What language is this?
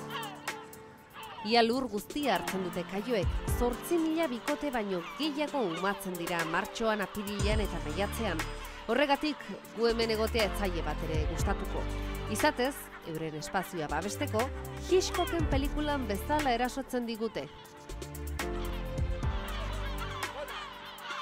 Basque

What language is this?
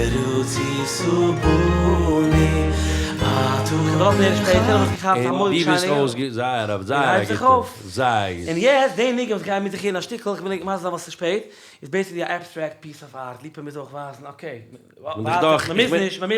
Yiddish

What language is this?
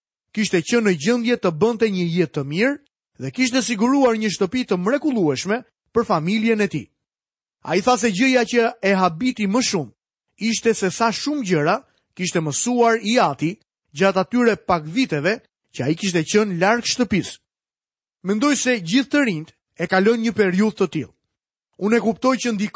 Albanian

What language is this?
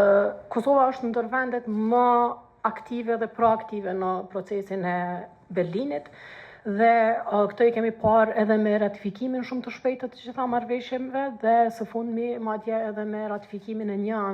Albanian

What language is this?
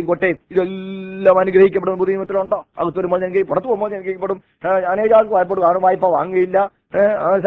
Malayalam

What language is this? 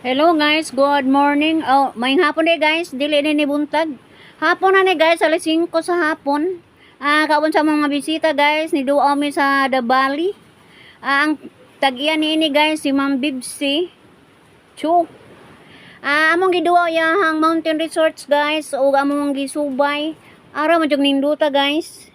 Cebuano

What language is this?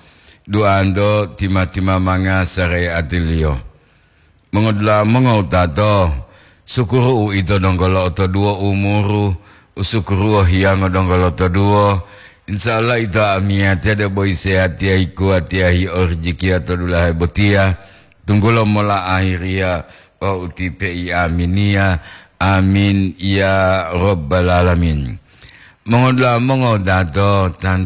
Gorontalo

